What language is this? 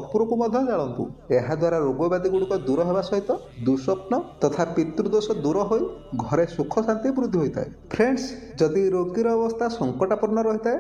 Odia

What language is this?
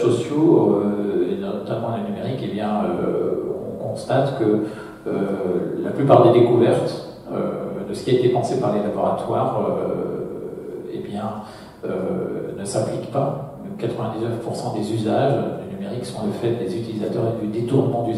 French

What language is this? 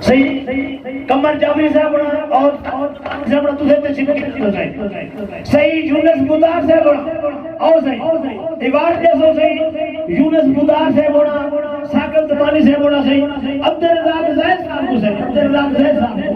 Saraiki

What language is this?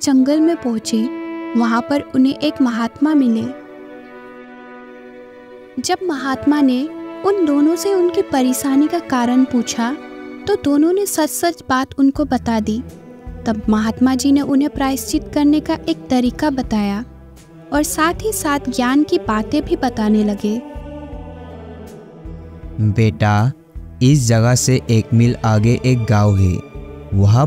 Hindi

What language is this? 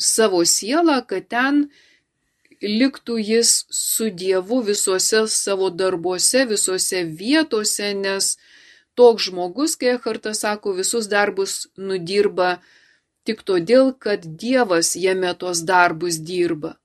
Lithuanian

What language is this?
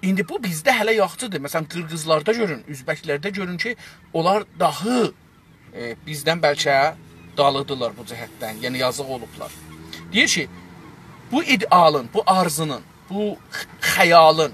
South Azerbaijani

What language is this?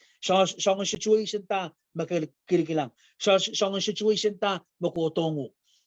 Pohnpeian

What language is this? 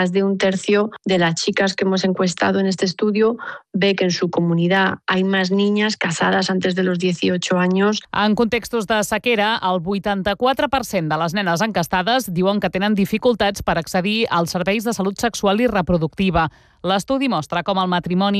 Catalan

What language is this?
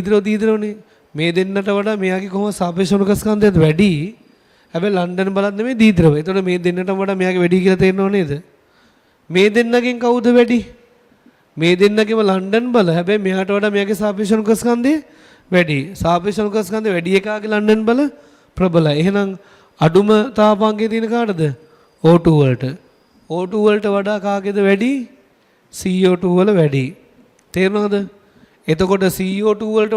Sinhala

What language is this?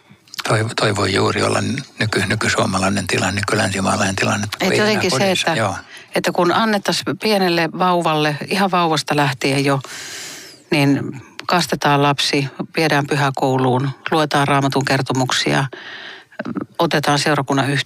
Finnish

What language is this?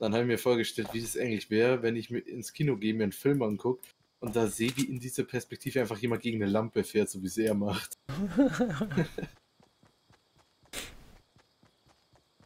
German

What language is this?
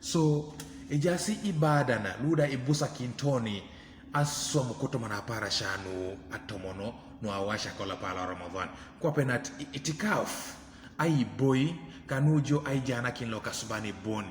Teso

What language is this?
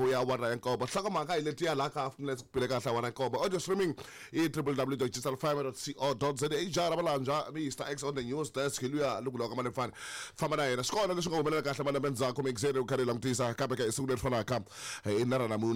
Tsonga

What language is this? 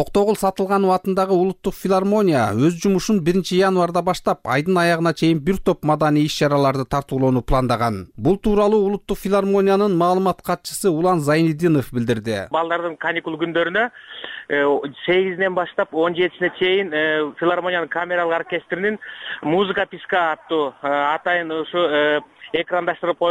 Kyrgyz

